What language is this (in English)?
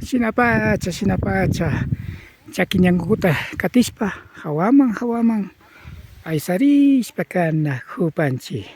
Imbabura Highland Quichua